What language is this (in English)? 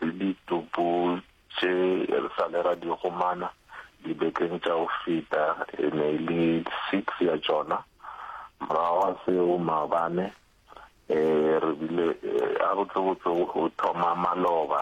Northern Sotho